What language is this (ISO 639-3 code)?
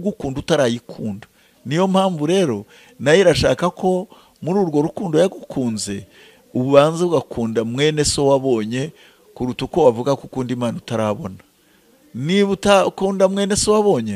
kin